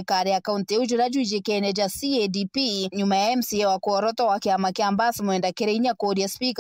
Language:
Meru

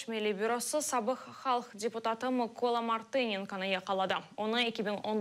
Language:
Crimean Tatar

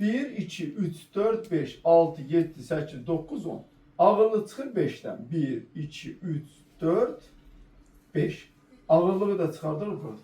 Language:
Azerbaijani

